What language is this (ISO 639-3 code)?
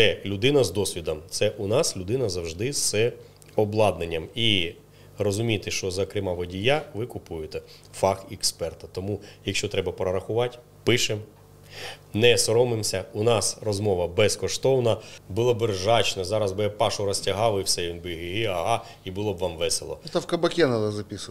ukr